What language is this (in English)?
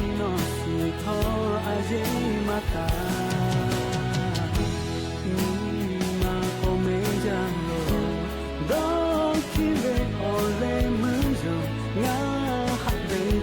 Lahu